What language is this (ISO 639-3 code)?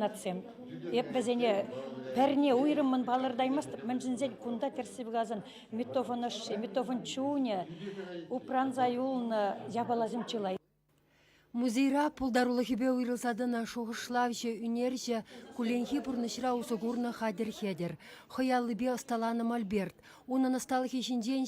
chv